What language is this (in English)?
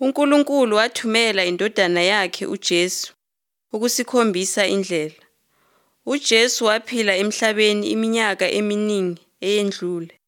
Zulu